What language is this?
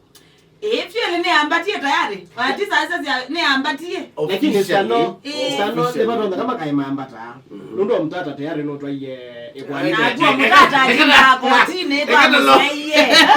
Kamba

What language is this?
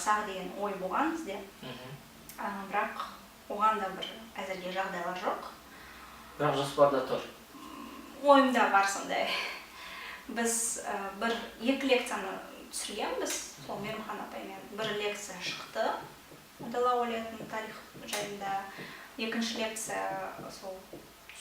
Kazakh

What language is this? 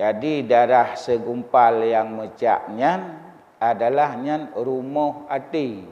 Achinese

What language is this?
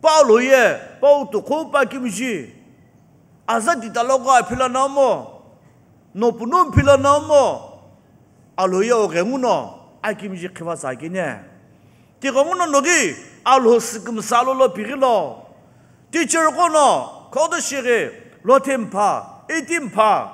Sumi Naga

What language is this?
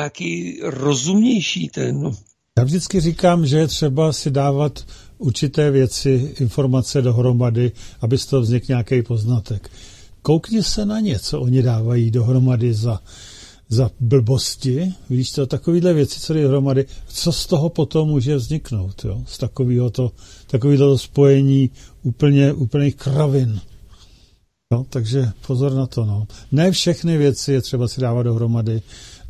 Czech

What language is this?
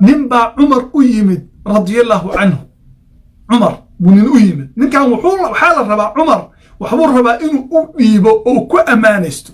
Somali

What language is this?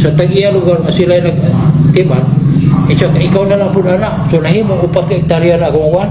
Cebuano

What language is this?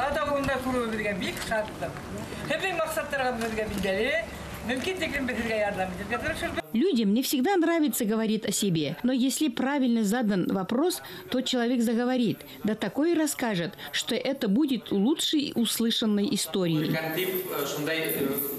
Bashkir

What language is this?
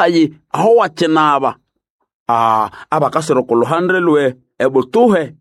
Nande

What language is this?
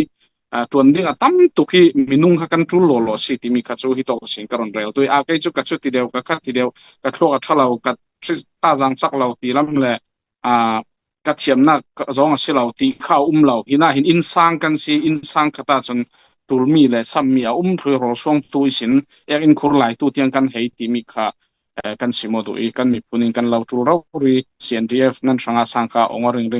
Falam Chin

